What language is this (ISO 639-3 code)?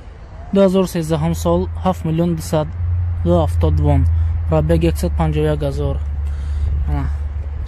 tgk